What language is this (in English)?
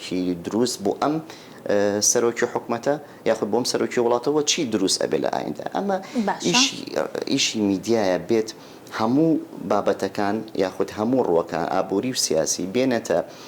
Central Kurdish